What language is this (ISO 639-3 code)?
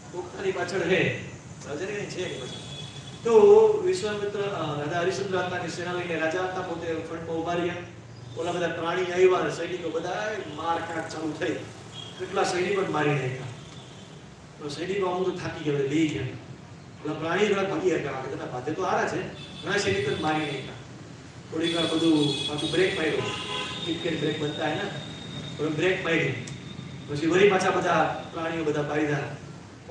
guj